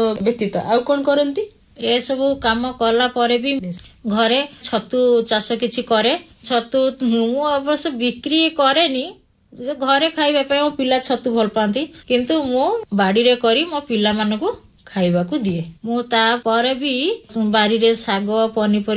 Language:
Odia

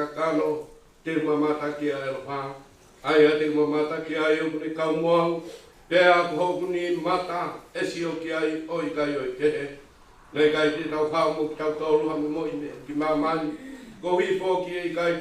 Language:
Tongan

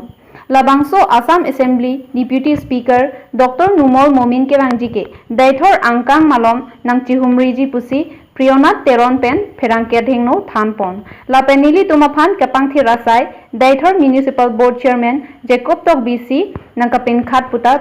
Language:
Karbi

